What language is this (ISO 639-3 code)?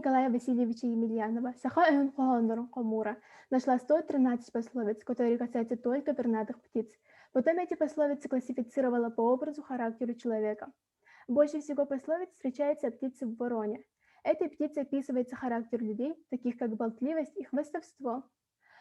sah